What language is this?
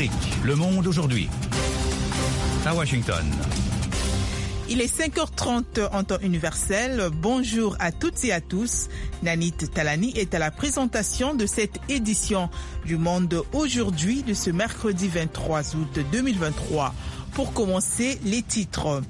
French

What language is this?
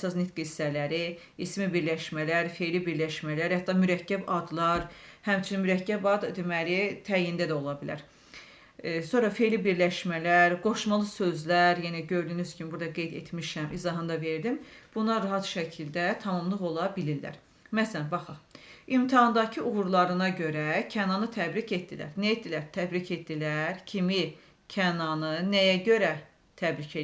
Azerbaijani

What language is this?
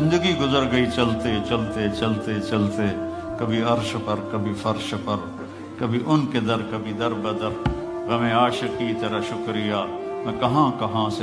Urdu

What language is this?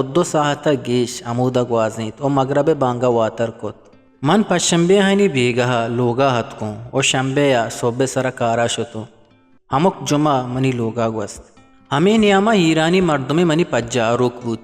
Eastern Balochi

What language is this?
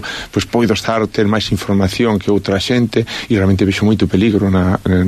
Galician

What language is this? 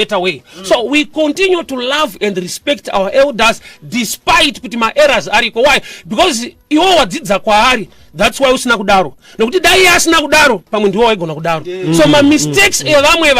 Shona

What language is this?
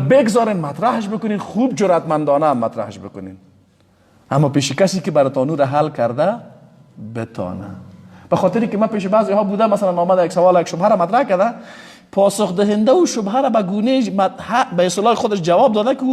Persian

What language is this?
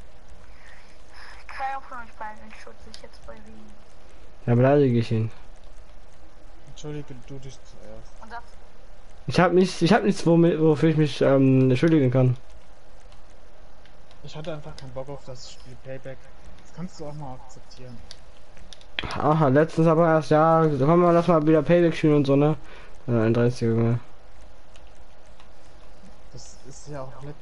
German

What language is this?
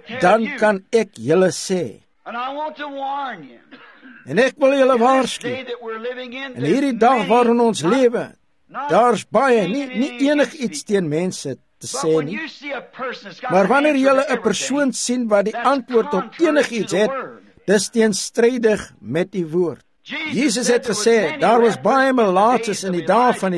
Afrikaans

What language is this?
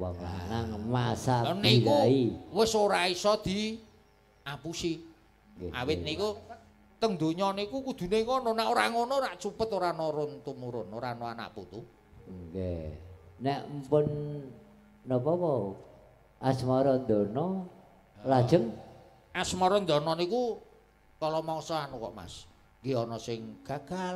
Javanese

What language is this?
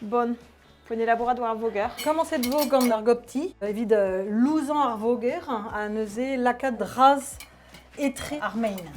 Breton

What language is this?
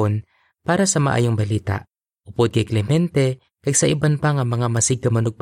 Hiligaynon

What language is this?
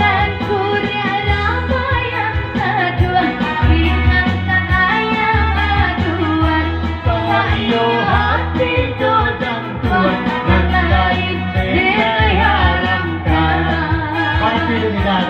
Minangkabau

